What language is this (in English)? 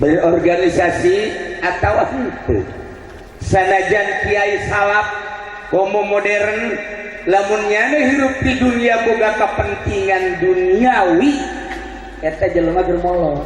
Sundanese